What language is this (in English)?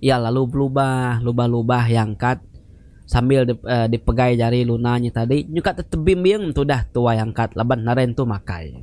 Iban